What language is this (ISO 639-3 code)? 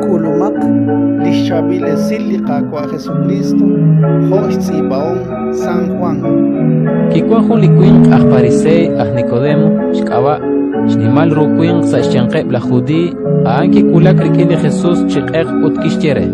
kek